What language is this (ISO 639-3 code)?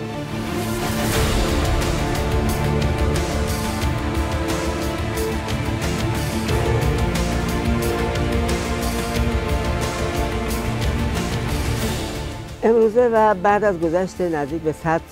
fas